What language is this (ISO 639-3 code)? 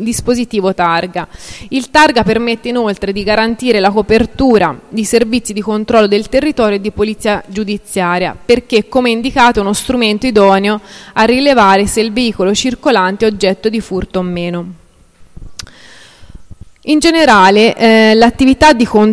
ita